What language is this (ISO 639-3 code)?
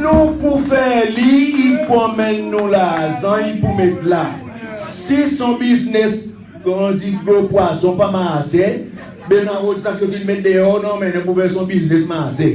crs